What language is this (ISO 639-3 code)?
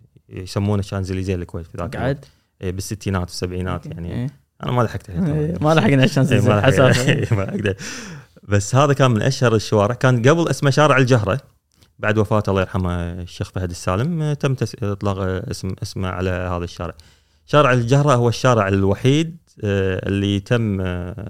afb